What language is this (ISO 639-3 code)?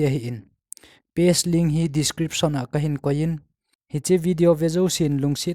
tcz